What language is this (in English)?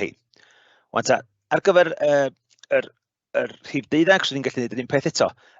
Welsh